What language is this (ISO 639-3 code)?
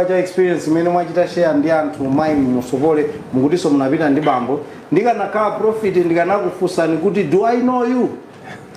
nya